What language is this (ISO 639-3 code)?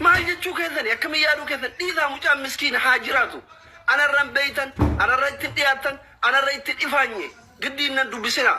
orm